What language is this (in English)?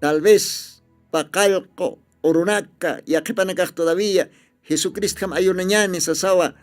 Aymara